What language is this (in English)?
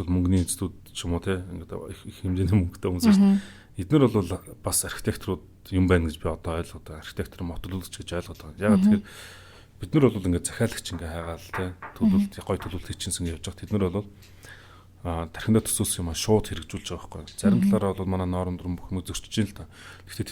Mongolian